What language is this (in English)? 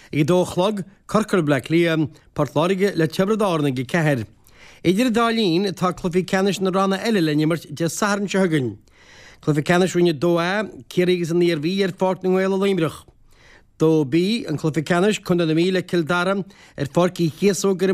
Irish